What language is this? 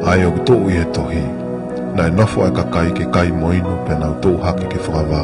Tongan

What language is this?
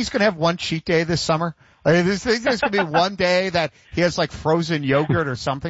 English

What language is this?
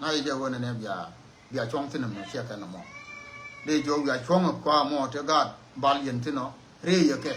Nuer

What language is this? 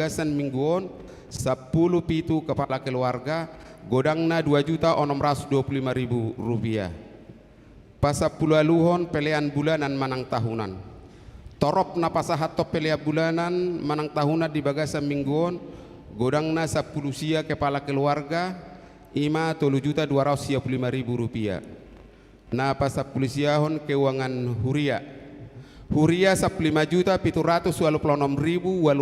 Batak Toba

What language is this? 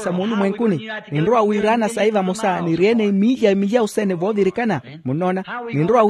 Makhuwa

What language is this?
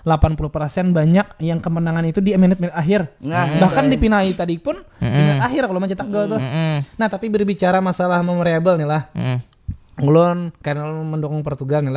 Banjar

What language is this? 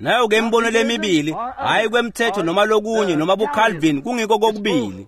Swati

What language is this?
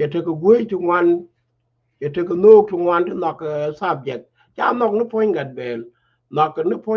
Nuer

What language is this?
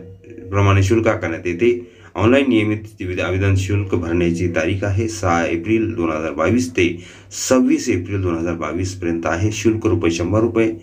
Marathi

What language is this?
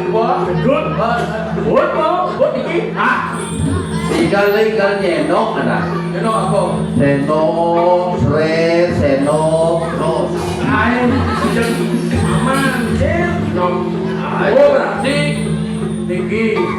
Balinese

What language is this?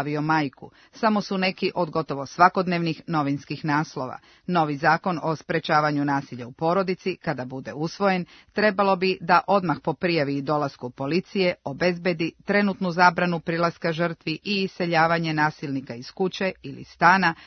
Serbian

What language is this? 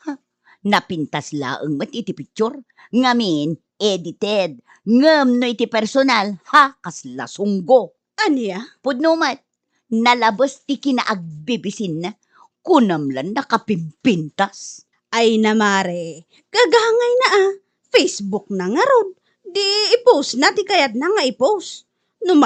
Iloko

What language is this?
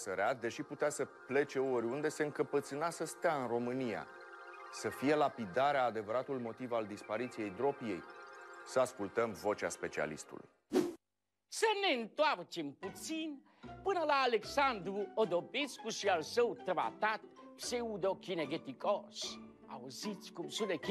Romanian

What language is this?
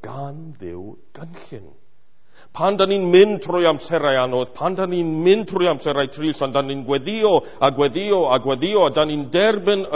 Welsh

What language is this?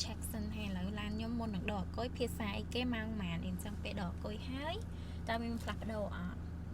Khmer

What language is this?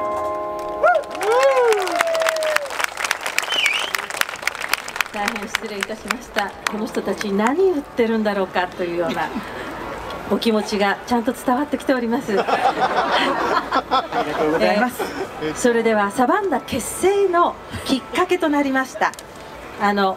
Japanese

